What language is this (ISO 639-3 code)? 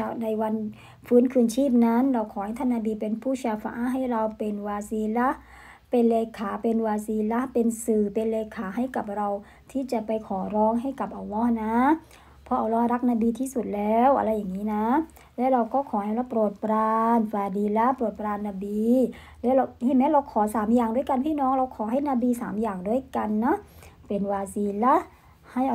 tha